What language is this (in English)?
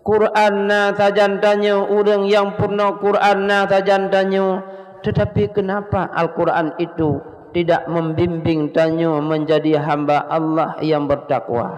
Achinese